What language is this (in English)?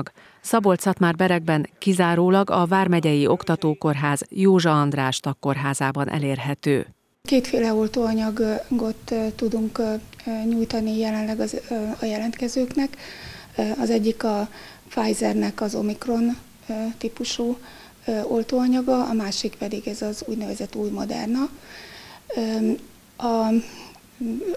Hungarian